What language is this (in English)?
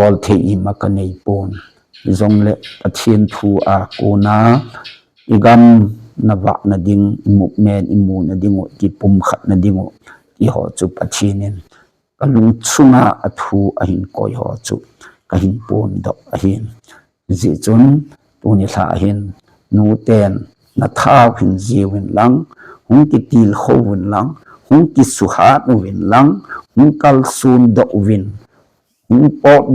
Thado Chin